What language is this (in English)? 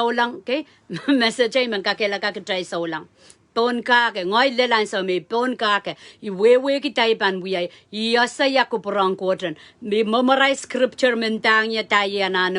Pohnpeian